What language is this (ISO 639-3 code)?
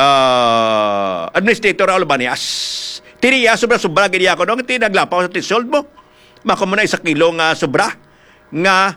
hil